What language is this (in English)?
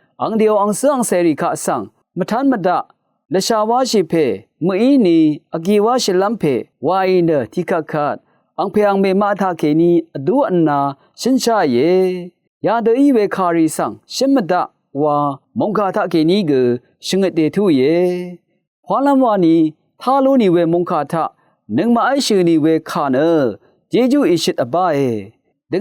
Rawang